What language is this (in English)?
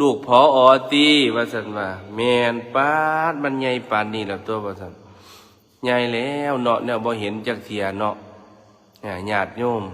Northeastern Thai